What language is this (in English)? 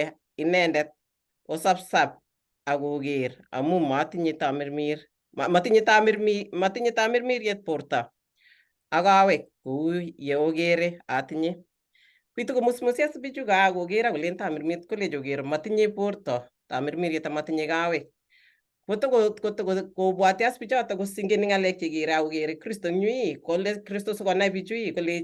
Kalenjin